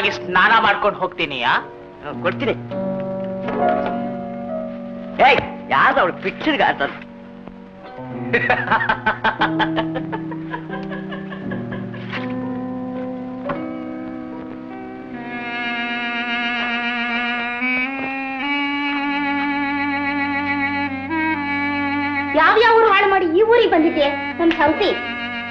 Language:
Kannada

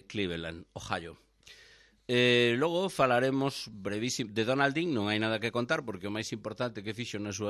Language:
Galician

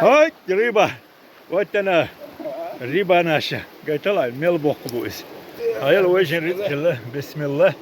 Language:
Chechen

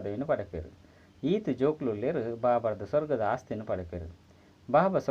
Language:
Tulu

